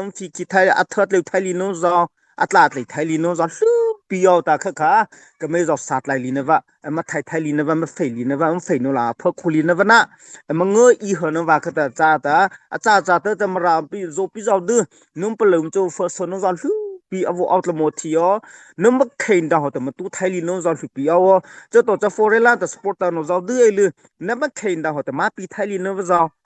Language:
Mara Chin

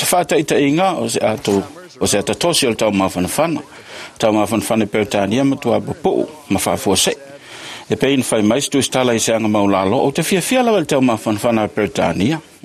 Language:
Samoan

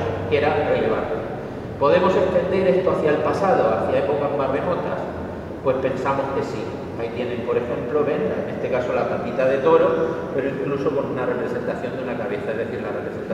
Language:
Spanish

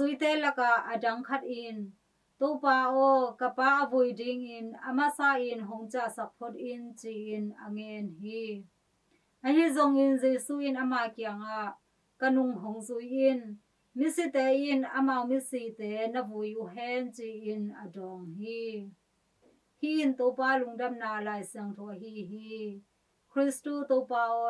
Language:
Tedim Chin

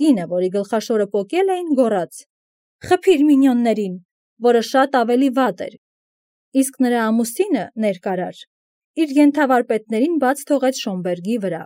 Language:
Armenian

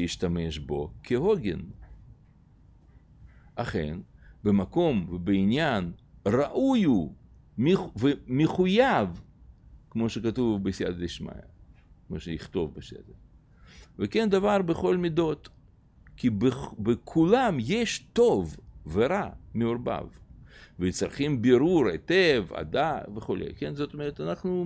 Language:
Hebrew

